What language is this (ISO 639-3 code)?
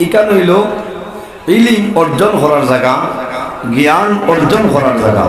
syl